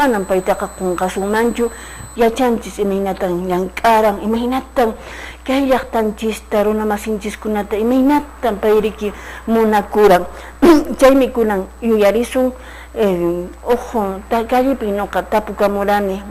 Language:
Quechua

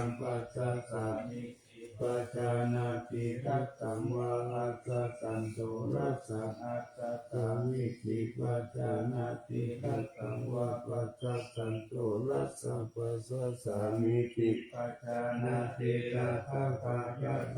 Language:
Pali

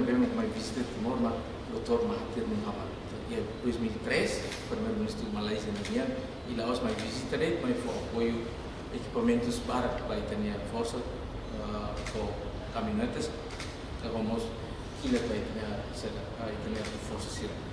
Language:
Tetum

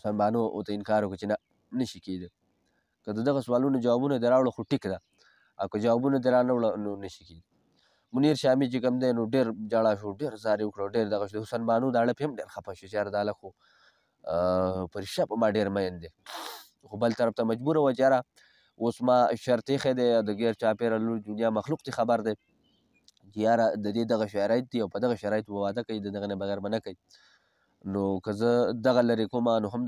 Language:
Pashto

